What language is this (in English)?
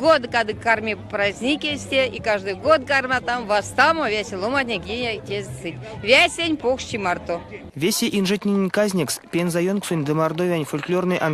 Erzya